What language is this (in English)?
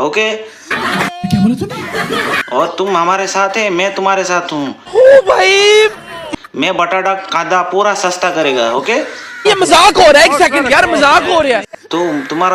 Konkani